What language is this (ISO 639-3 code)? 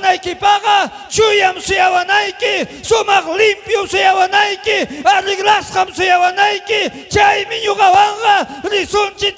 quy